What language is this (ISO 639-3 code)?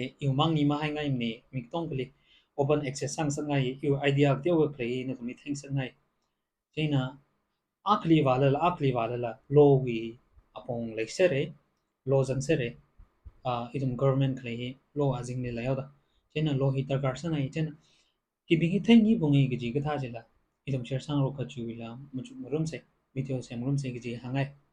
nmf